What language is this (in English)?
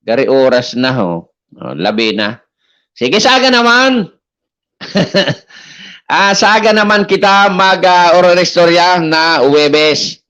Bikol